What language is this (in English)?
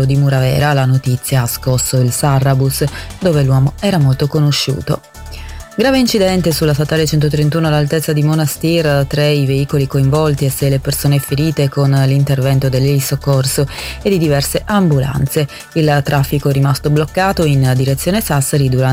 Italian